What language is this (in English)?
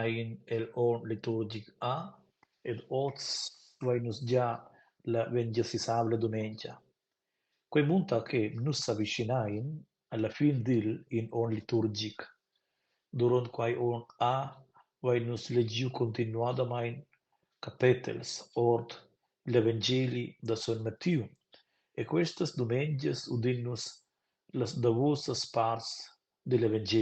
Romansh